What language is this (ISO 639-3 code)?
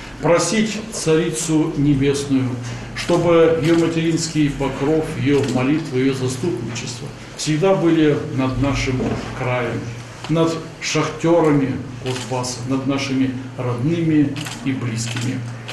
rus